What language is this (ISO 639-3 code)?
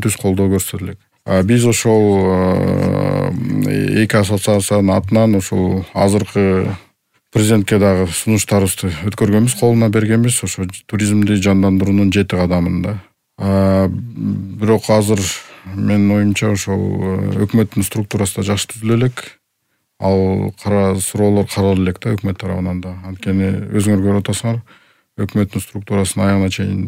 kir